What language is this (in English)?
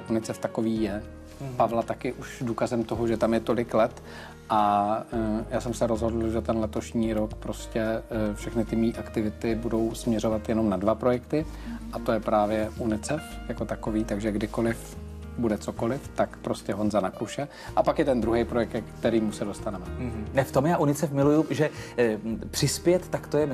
Czech